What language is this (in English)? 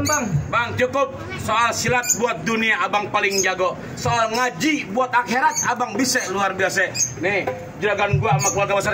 Betawi